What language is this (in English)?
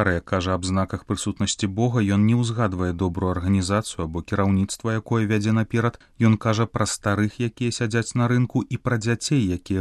Belarusian